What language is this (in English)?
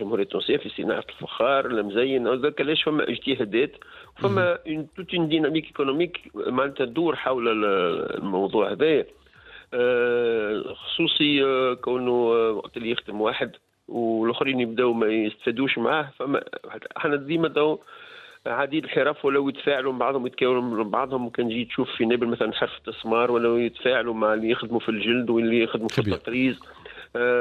Tunisian Arabic